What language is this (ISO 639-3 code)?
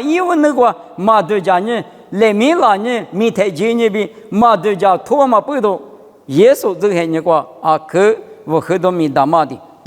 lis